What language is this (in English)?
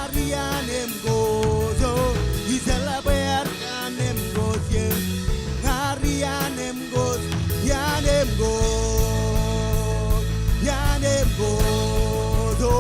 Marshallese